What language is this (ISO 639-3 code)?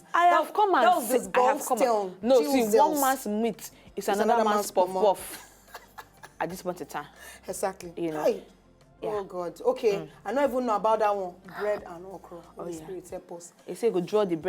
pcm